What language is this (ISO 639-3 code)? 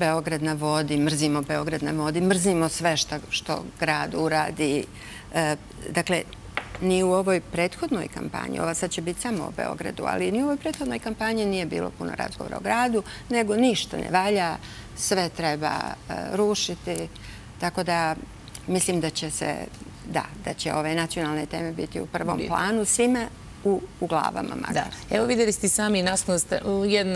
srp